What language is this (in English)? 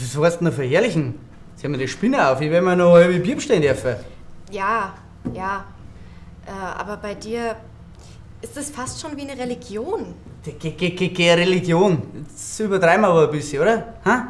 Bavarian